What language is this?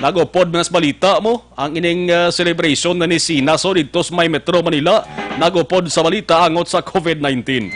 Hiligaynon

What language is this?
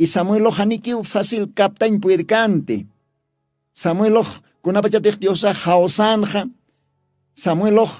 Aymara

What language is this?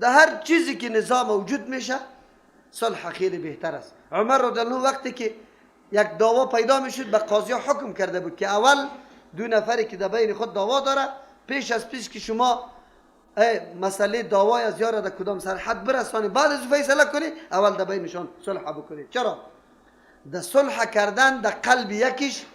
Persian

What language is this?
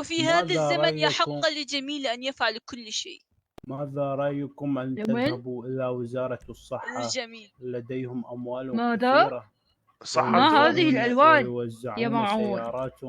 Mesopotamian Arabic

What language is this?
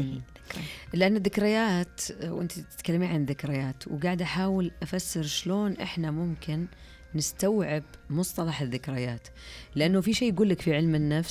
Najdi Arabic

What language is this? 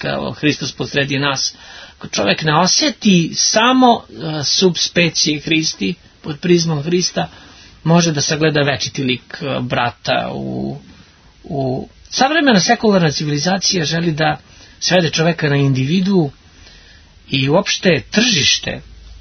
Serbian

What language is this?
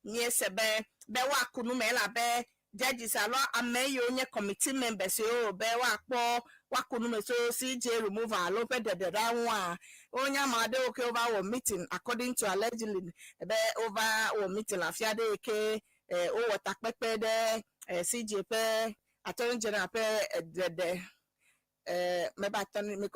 Ewe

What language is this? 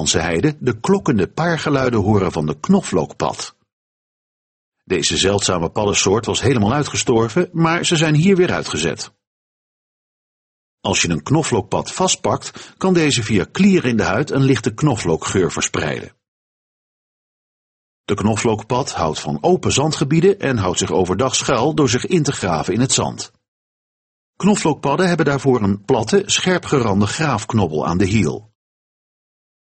Dutch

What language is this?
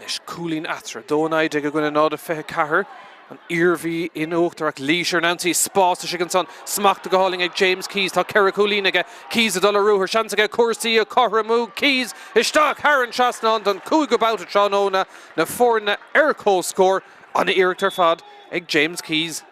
Irish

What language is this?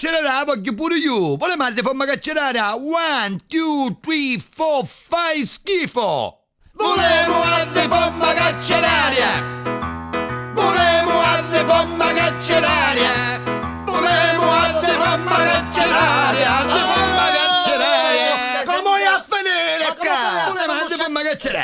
Neapolitan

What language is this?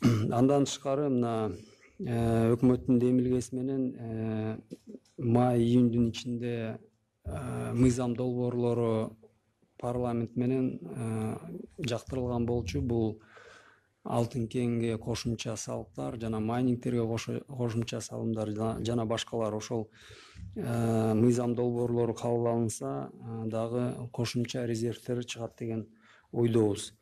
Kyrgyz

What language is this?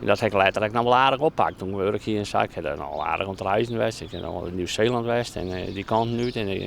Western Frisian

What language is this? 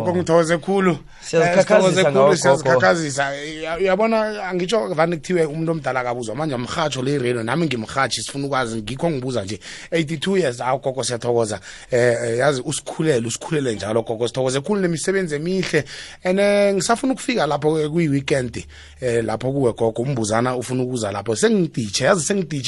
South Ndebele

